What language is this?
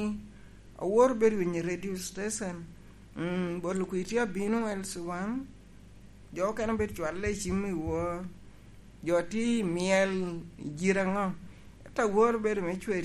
Lango (Uganda)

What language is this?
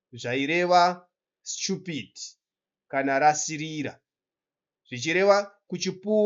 Shona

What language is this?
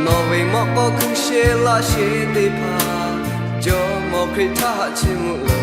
Lahu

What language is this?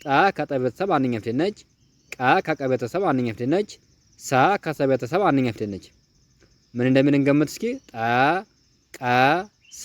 Amharic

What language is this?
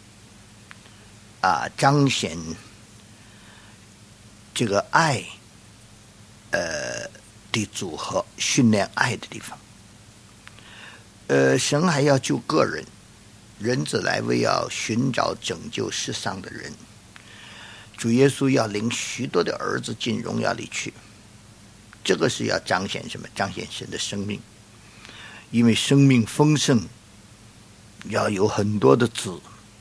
Chinese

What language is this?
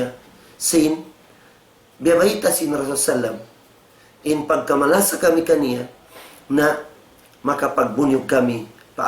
Tausug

